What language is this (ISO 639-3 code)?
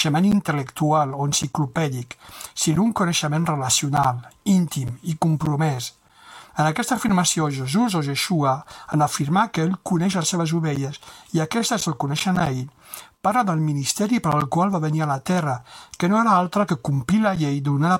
cat